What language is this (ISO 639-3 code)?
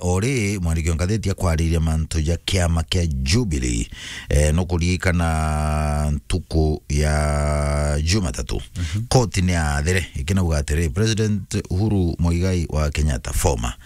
mer